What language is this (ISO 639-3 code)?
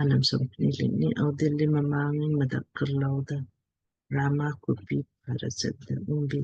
lmk